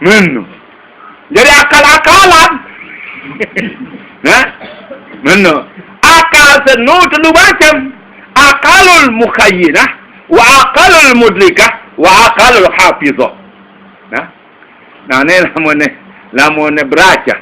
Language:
Sasak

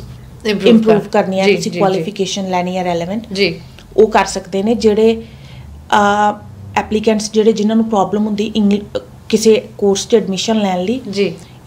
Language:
Punjabi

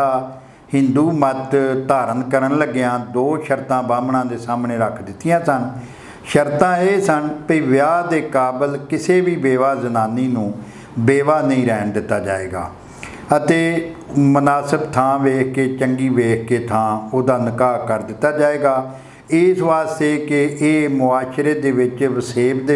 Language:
Punjabi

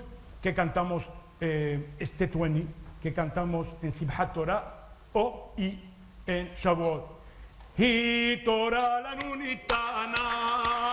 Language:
Ladino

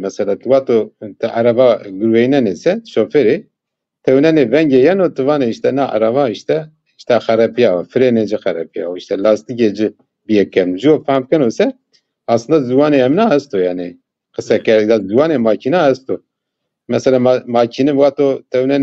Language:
Zaza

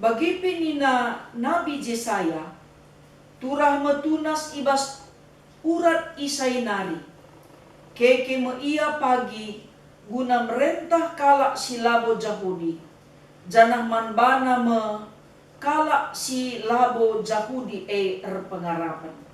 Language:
Batak Karo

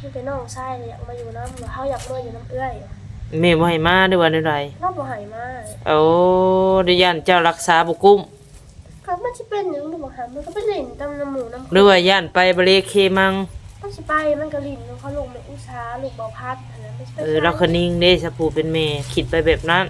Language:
Northeastern Thai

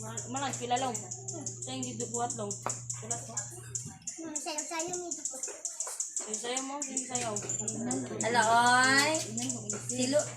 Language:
Cebuano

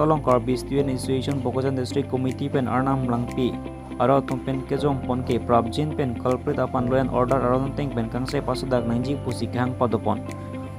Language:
Karbi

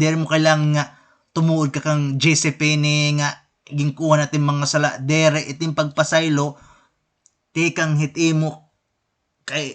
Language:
Waray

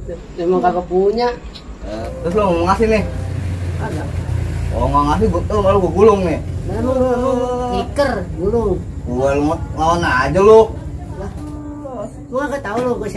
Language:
Betawi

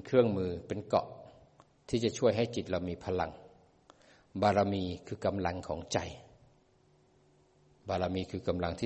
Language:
Thai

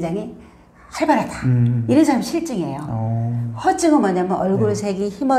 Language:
Korean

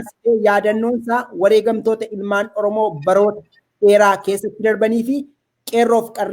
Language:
Oromo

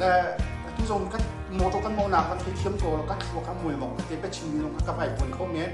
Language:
Hakha Chin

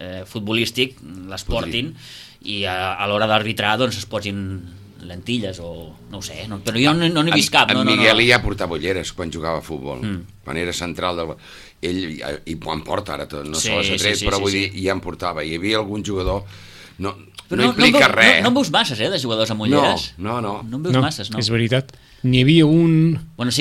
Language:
Catalan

